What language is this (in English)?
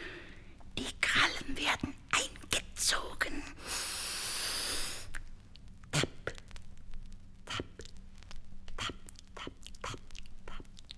German